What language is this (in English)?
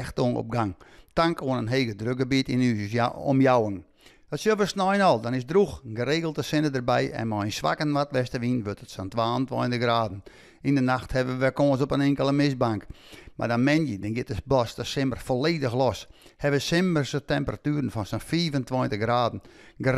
Western Frisian